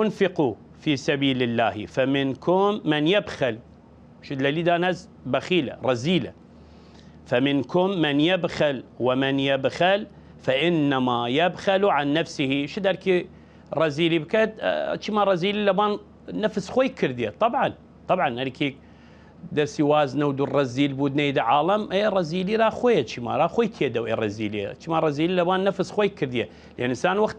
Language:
Southern Kurdish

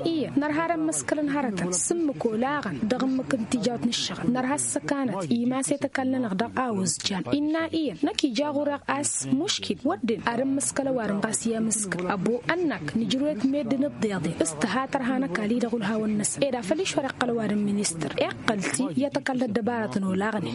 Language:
Tamasheq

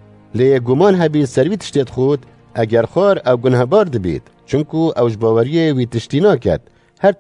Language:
Kurdish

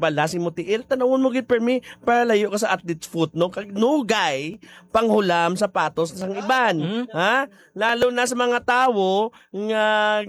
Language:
Hiligaynon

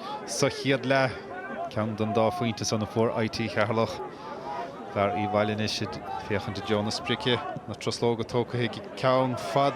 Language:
Irish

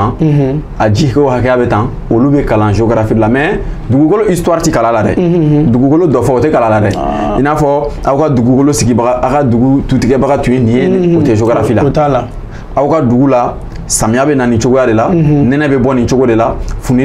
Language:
Bambara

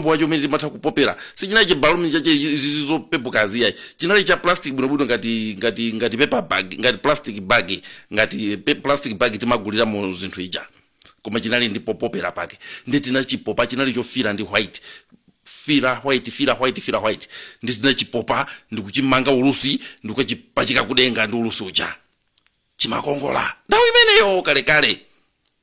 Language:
Nyanja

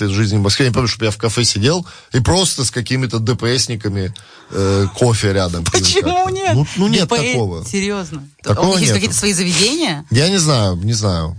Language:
Russian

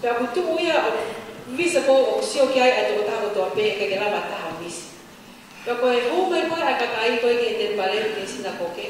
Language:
Tongan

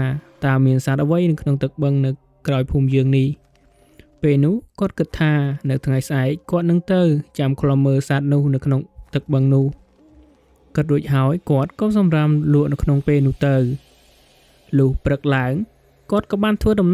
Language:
Khmer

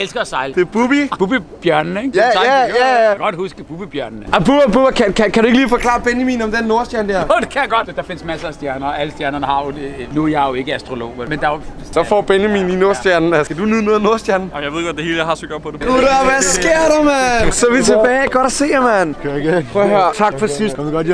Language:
Danish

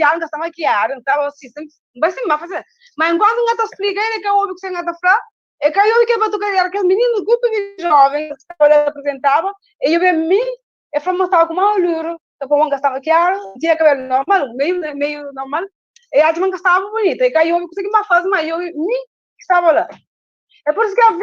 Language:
Kabuverdianu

